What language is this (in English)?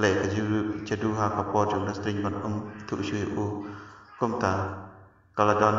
Khasi